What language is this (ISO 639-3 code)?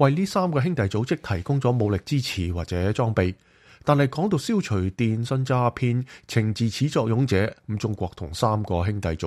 yue